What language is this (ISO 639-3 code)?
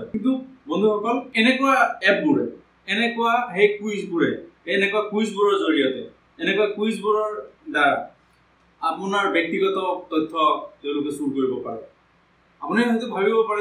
asm